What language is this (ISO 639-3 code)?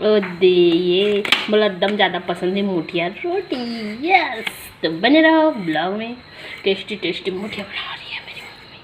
hne